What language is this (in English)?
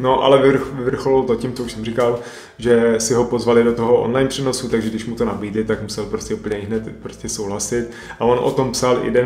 Czech